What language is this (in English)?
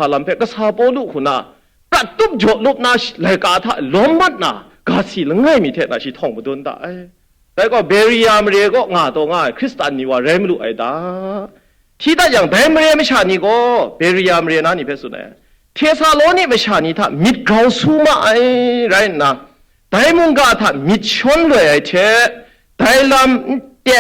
Kachin